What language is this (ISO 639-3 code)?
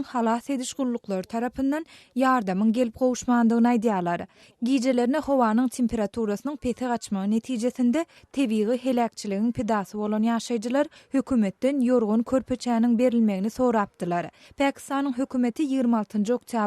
tuk